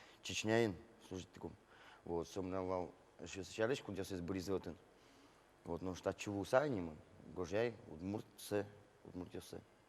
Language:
Udmurt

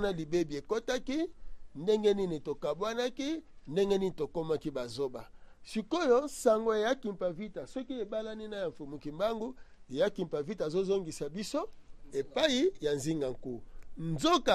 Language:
Lingala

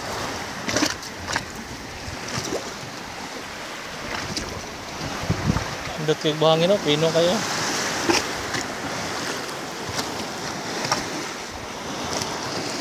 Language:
Filipino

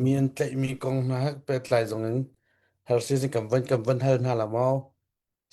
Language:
Hakha Chin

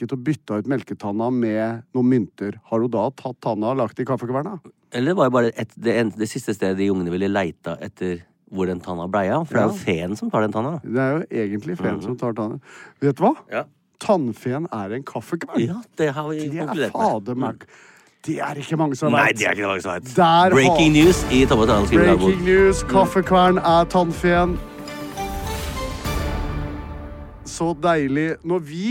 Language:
Norwegian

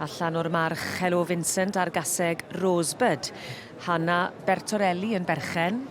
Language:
Welsh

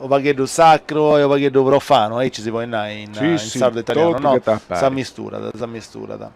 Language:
Sardinian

